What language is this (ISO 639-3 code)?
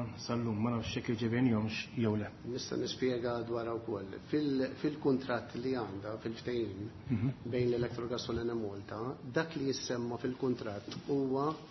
mlt